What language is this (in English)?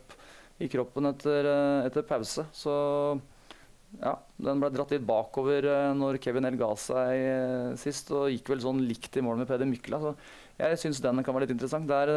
Norwegian